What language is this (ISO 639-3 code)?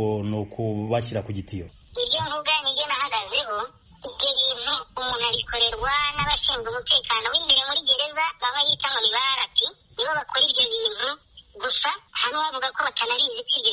kin